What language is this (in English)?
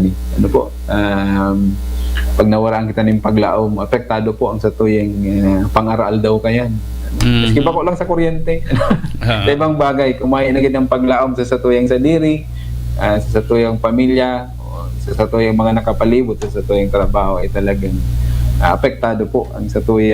Bikol